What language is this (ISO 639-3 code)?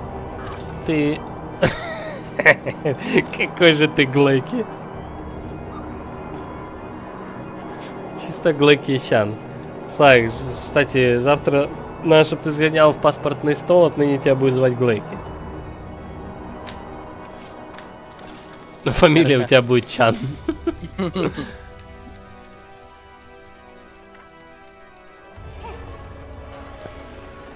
rus